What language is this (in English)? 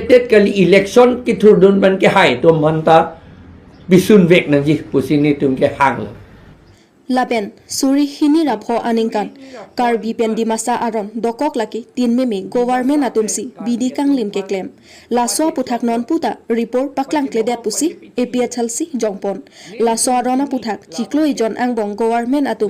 Karbi